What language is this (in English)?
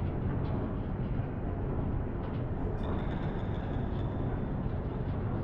French